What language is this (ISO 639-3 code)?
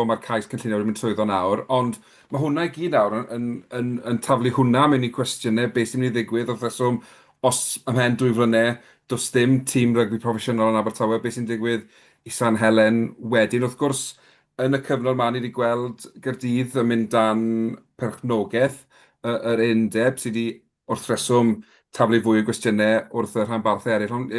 cym